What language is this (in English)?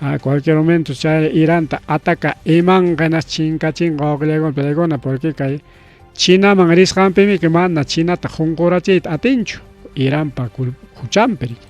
Ayacucho Quechua